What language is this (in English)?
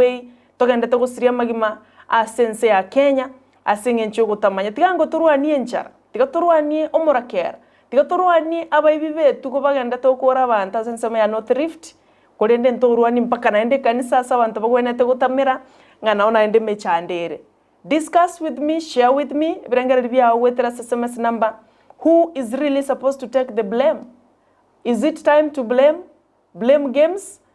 Gusii